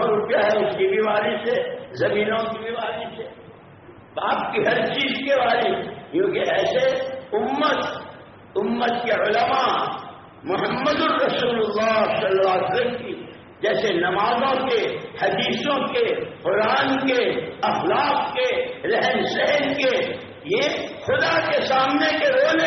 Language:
Urdu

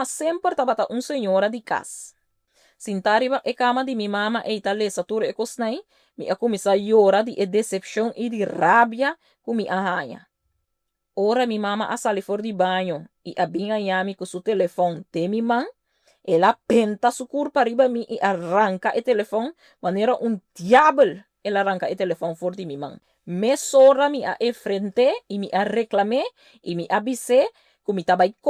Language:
Papiamento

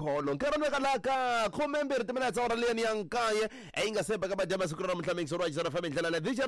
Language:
Tsonga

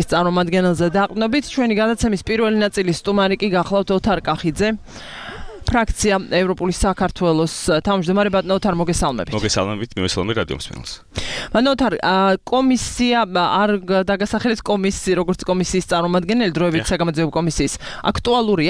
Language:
Georgian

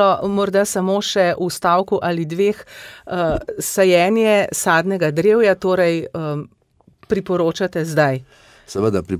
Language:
Slovenian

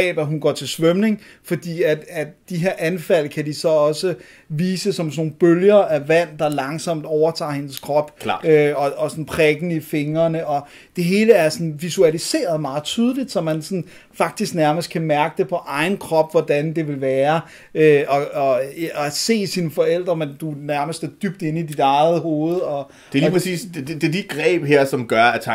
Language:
Danish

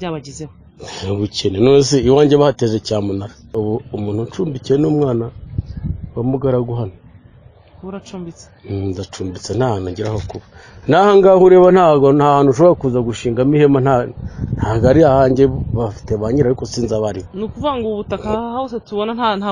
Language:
Kinyarwanda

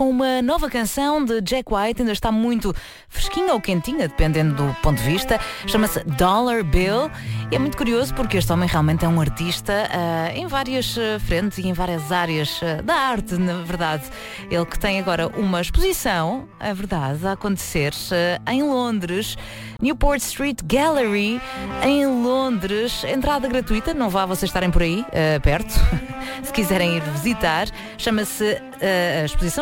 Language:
Portuguese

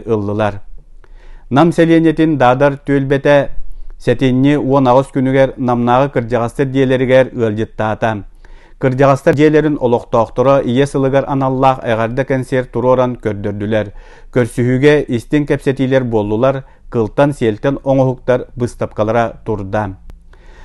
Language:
Yakut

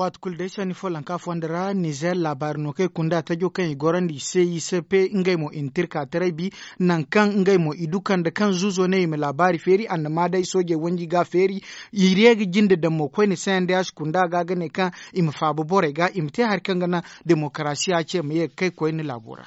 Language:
Zarma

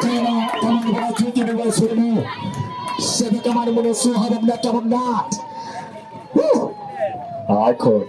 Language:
Southern Sotho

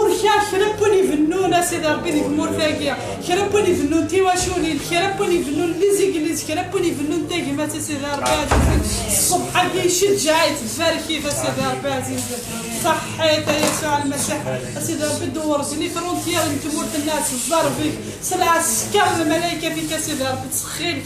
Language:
Kabyle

